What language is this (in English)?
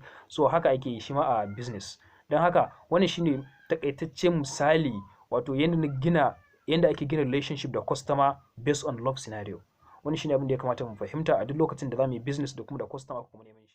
Hausa